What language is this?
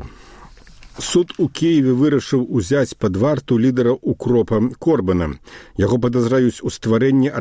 Belarusian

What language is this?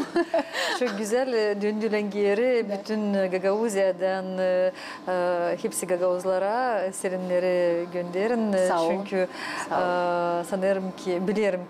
Gagauz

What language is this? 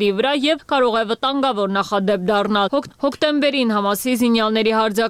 Armenian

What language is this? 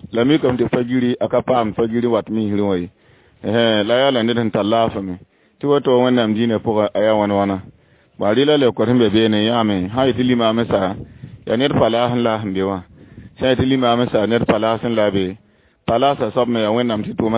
Mossi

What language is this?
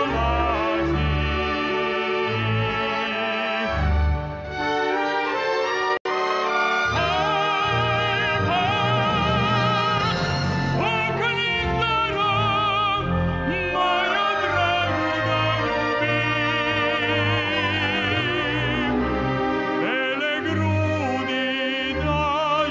Serbian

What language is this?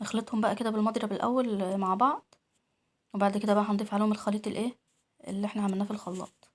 Egyptian Arabic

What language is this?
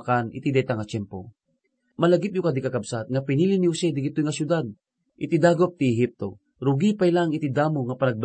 Iloko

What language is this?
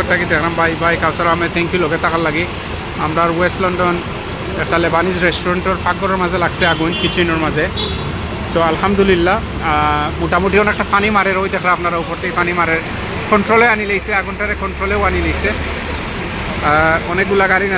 Sylheti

